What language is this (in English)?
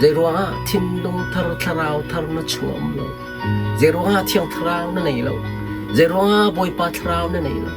Hakha Chin